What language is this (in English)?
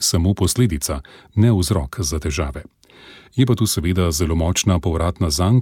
Slovenian